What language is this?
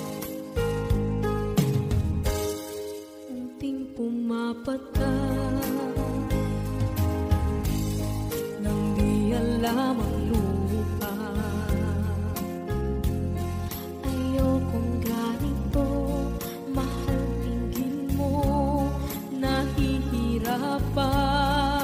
Filipino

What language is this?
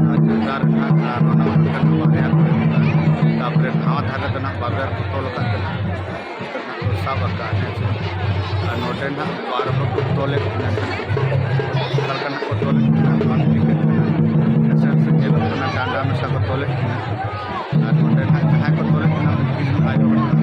Santali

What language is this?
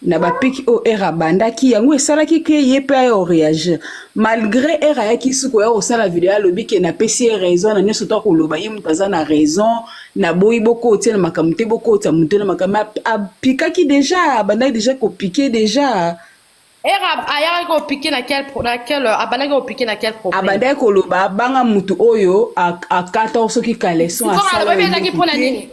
Lingala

